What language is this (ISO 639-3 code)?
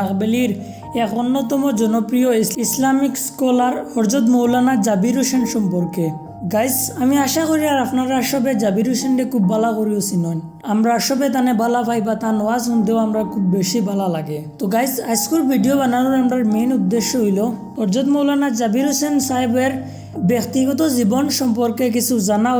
syl